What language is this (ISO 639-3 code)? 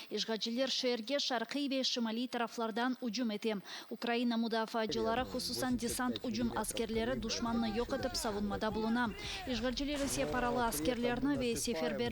crh